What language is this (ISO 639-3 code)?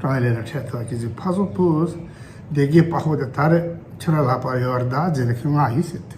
bod